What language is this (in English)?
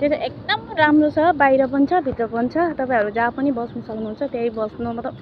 Nepali